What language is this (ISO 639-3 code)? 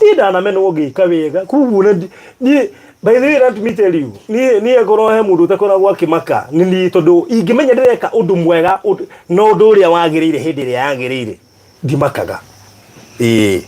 kik